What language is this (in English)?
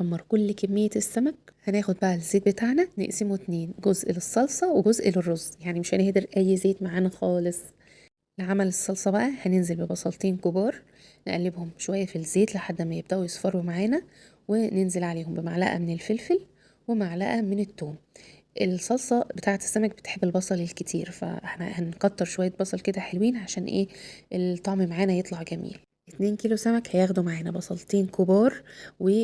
Egyptian Arabic